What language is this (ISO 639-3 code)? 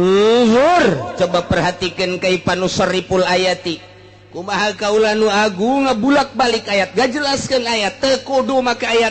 sun